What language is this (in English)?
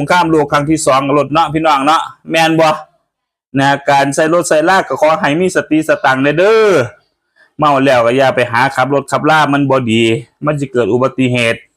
Northeastern Thai